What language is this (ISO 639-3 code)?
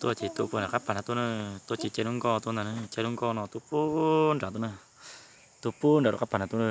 hmn